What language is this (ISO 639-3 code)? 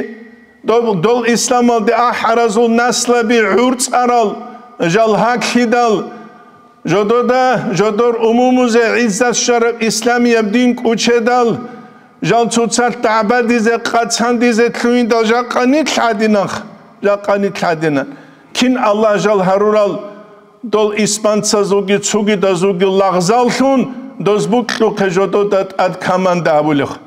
ava